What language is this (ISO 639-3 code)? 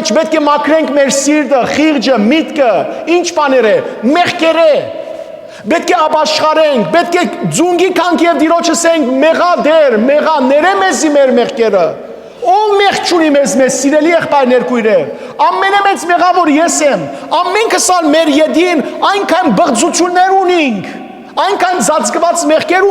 hyw